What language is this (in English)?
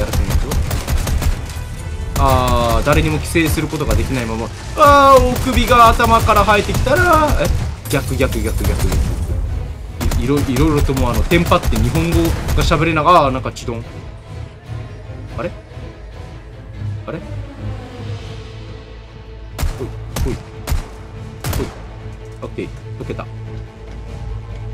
Japanese